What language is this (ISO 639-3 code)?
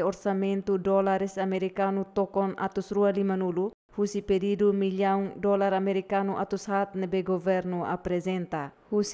tet